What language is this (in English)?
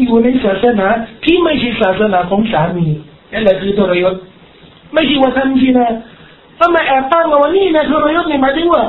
Thai